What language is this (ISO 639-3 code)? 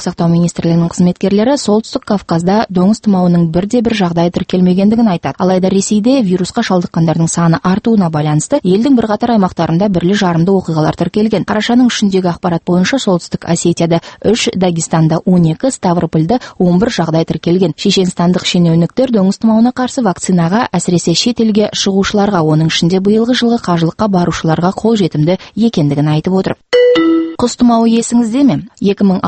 kaz